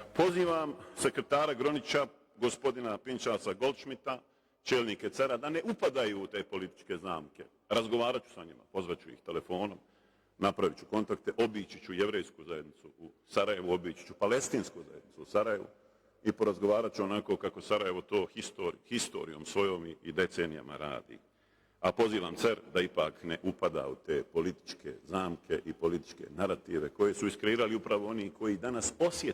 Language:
Bosnian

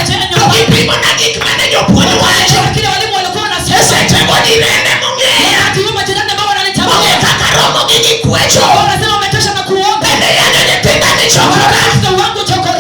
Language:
Luo (Kenya and Tanzania)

